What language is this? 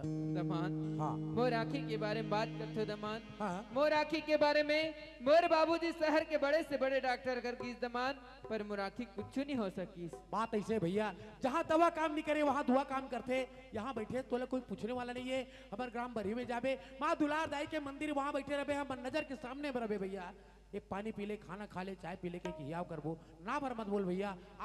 Chhattisgarhi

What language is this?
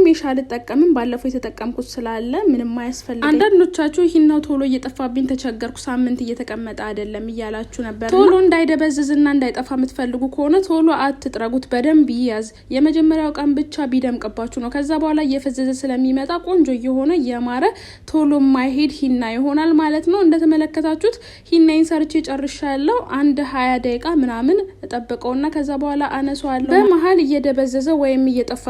Amharic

